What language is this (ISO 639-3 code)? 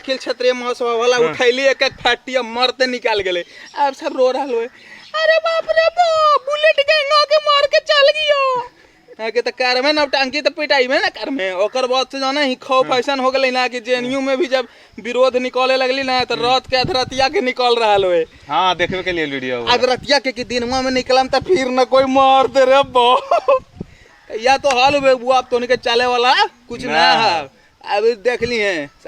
mag